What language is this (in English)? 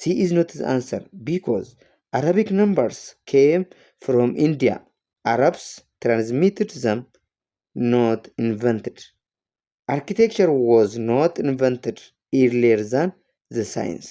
English